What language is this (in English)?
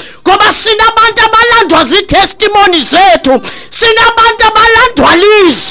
Xhosa